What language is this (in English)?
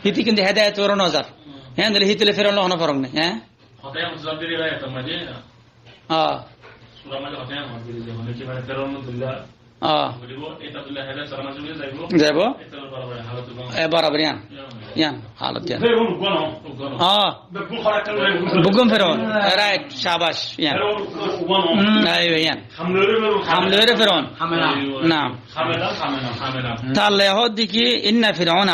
Rohingya